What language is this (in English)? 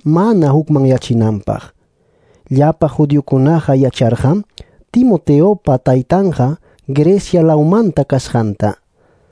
Ayacucho Quechua